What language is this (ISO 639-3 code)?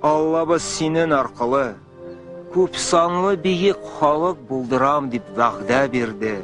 tat